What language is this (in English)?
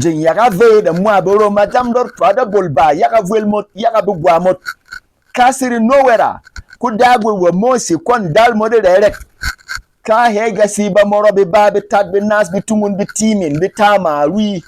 Berom